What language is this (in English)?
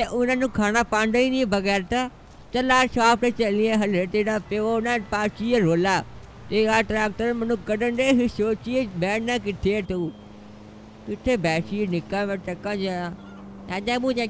Punjabi